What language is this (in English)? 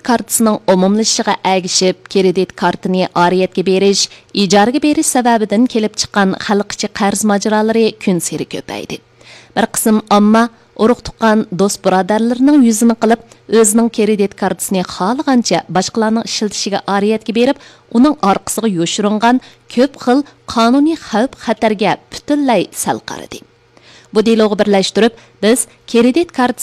Uyghur